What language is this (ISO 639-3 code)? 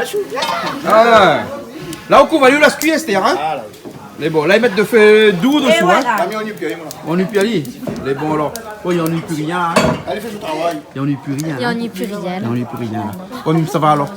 rcf